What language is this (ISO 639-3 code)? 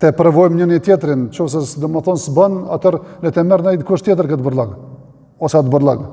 sqi